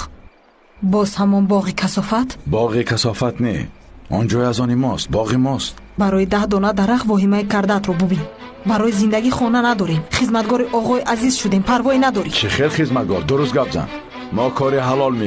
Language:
Tajik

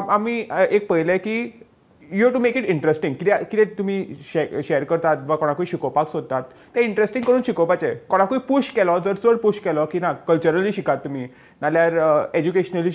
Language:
Konkani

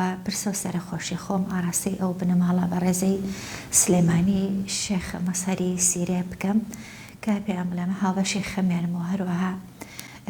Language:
Central Kurdish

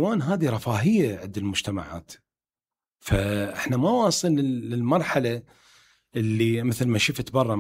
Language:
Mesopotamian Arabic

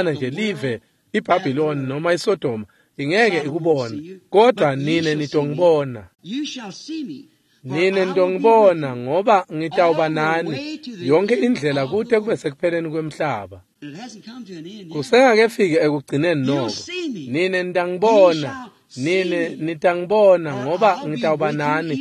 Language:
Swati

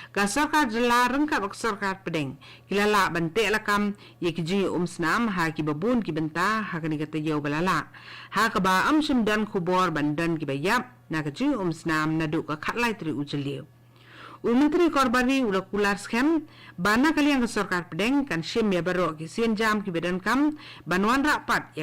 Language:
Khasi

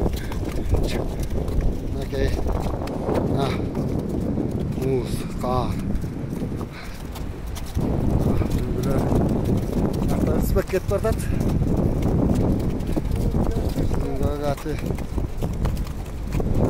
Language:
Kazakh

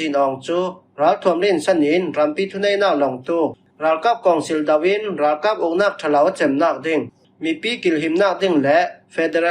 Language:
Falam Chin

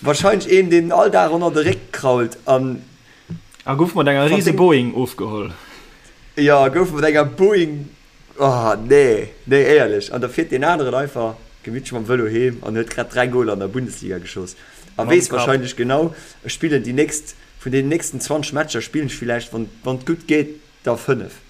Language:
Luxembourgish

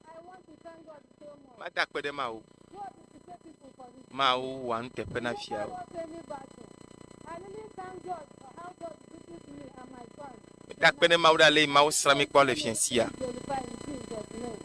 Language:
Ewe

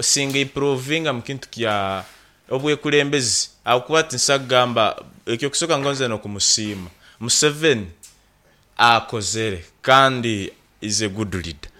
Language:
Nyankole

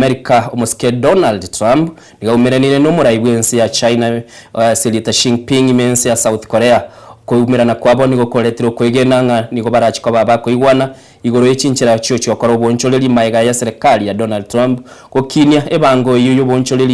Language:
Gusii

